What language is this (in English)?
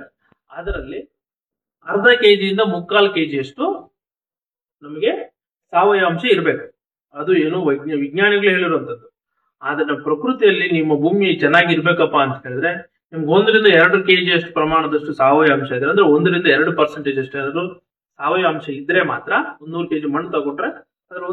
Kannada